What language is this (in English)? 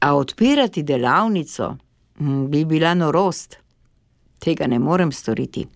Slovenian